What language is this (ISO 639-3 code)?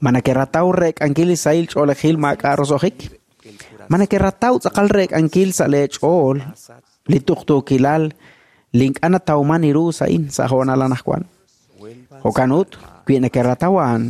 kek